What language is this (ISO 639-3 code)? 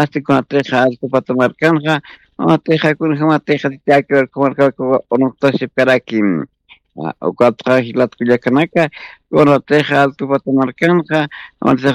aym